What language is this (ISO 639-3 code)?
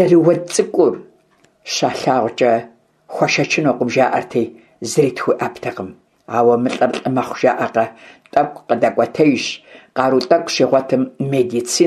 kbd